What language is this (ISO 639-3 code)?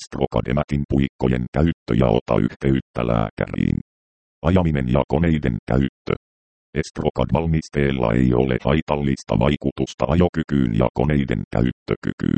fin